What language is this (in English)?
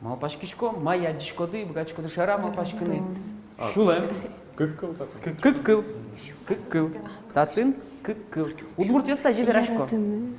Udmurt